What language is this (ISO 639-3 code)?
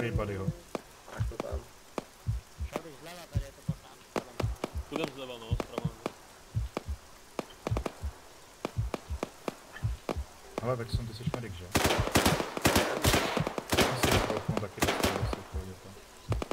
ces